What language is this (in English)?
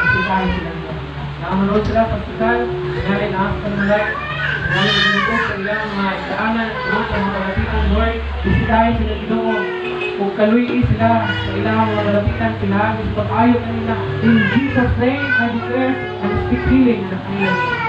Cebuano